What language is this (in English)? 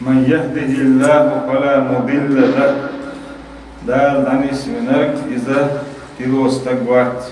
Chechen